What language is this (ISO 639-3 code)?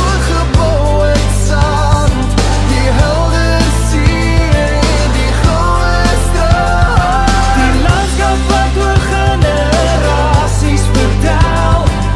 afr